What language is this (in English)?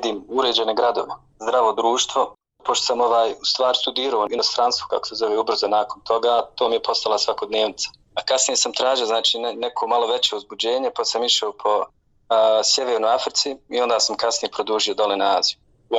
Bosnian